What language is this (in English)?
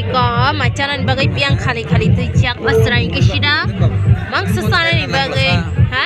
Kok Borok